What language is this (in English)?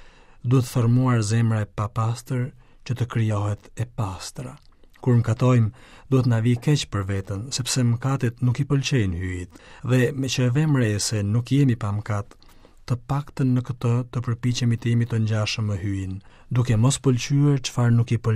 Albanian